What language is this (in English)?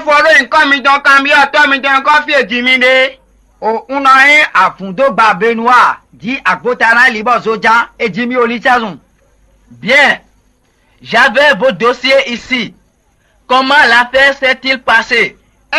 Fon